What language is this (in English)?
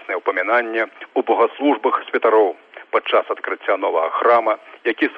Belarusian